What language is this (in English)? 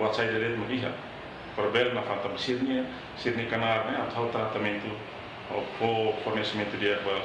Tetum